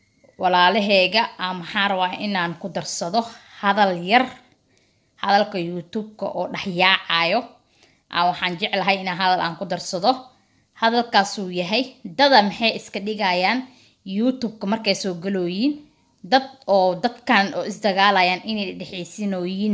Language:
Somali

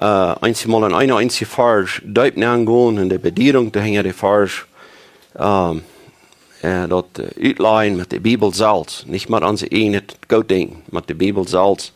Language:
Plautdietsch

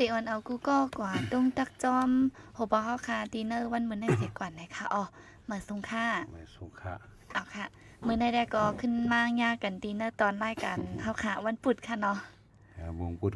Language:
Shan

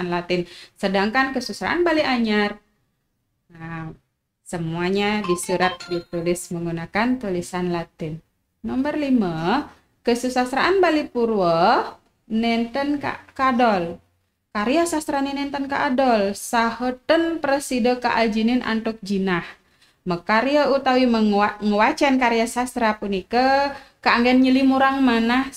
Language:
Balinese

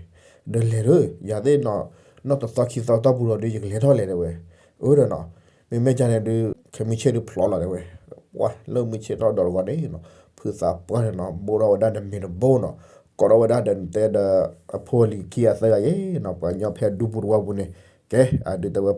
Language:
S'gaw Karen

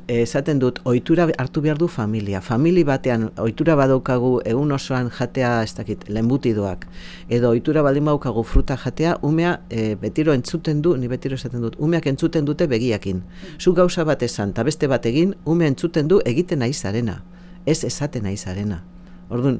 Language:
Basque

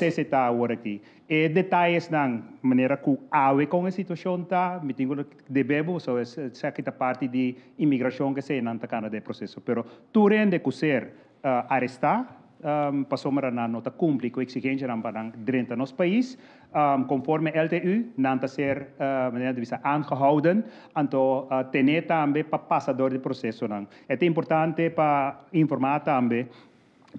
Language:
Papiamento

